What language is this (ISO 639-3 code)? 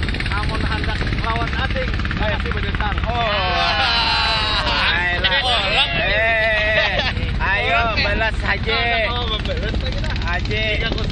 bjn